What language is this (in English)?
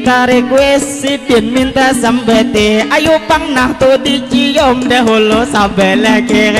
Banjar